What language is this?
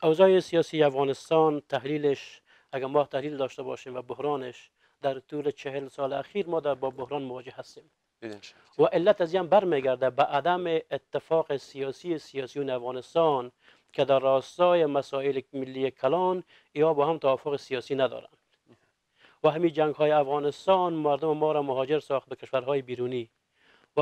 Persian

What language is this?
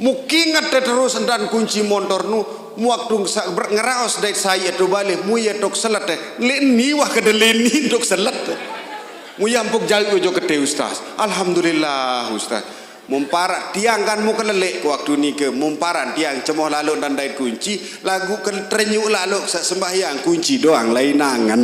Sasak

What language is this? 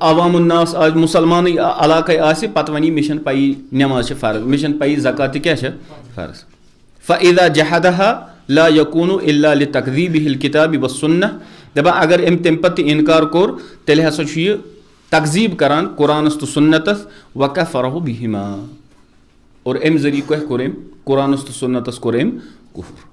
Kashmiri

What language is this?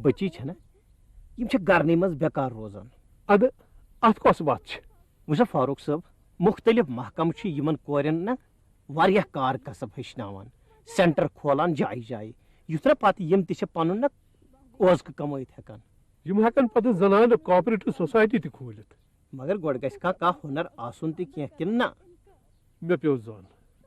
Kashmiri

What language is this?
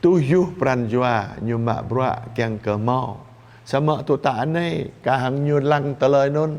Jarai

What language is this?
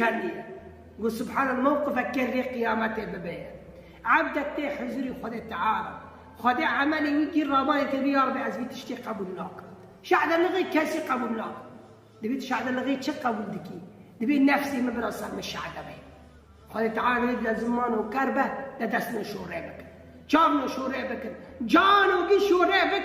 Kurdish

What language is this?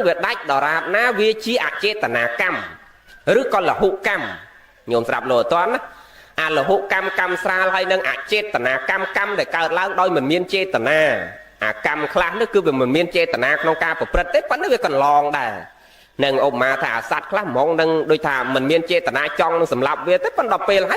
Khmer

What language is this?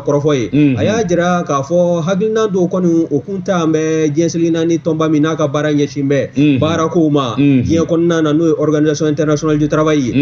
Bambara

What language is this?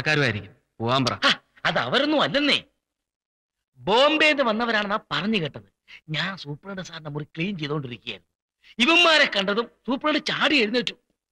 Malayalam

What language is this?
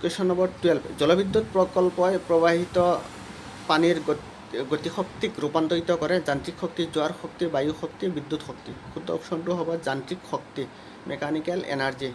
Assamese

